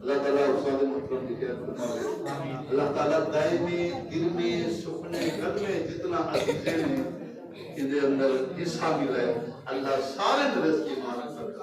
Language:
Saraiki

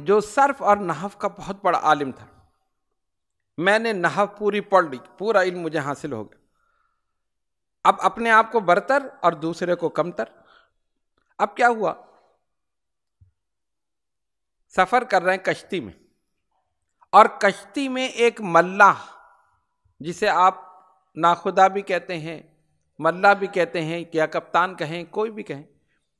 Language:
Urdu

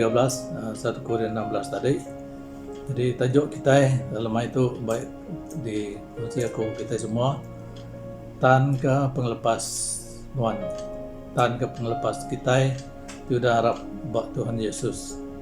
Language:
Iban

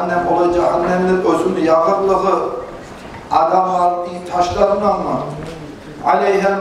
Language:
Kumyk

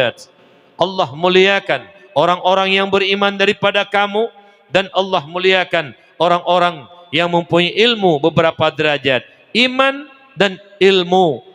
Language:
Achinese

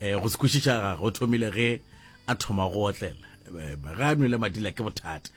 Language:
Northern Sotho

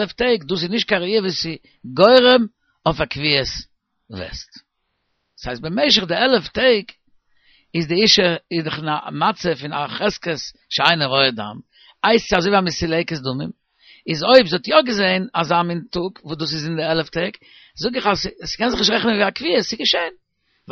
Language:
Yiddish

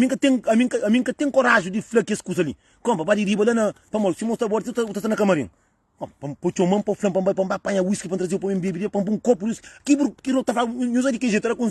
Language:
Kabuverdianu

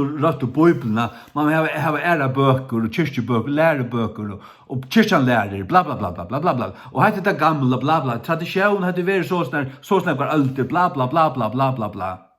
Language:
Faroese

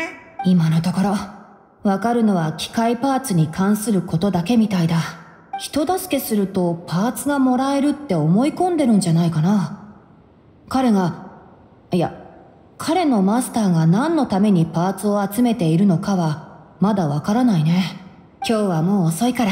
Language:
Japanese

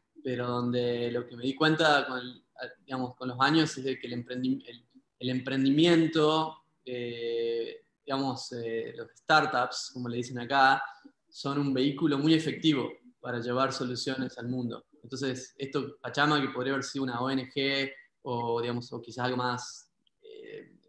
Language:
Spanish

